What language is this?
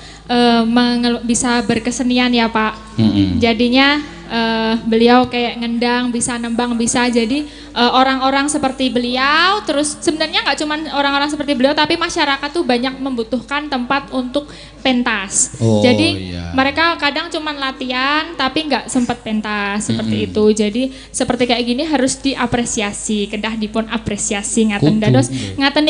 Javanese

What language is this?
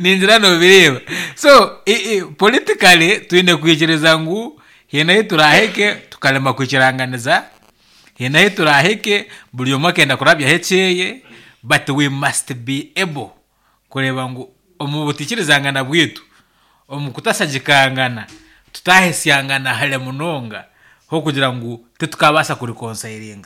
Nyankole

